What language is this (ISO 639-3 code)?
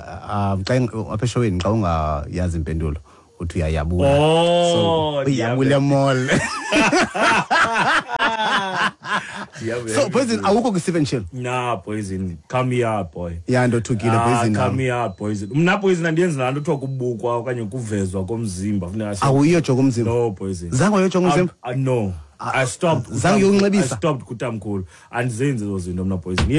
xho